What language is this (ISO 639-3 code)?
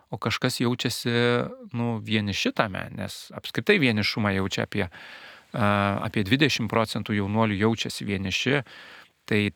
lit